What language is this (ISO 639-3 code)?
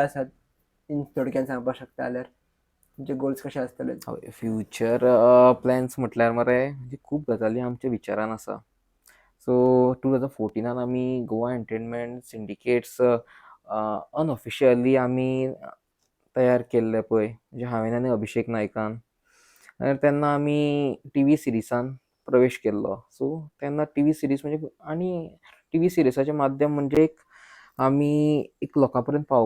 kok